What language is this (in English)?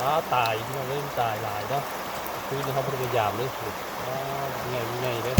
Northeastern Thai